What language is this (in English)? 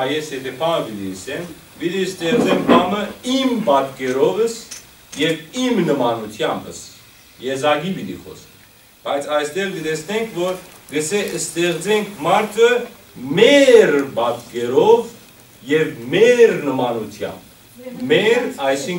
Western Armenian